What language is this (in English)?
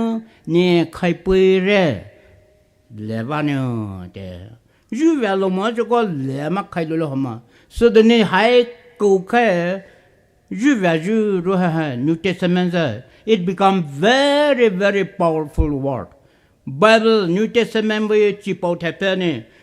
Poumei Naga